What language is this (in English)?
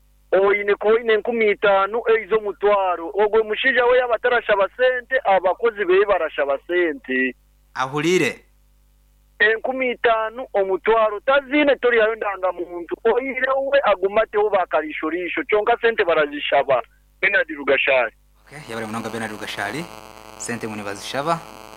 Nyankole